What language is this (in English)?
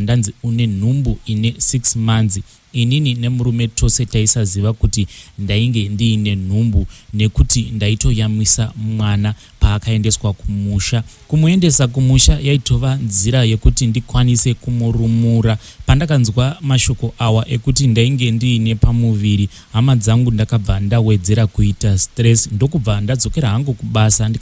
Shona